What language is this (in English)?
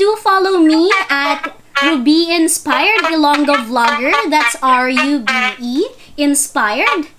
Hiligaynon